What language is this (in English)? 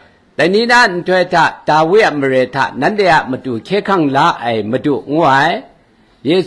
Kachin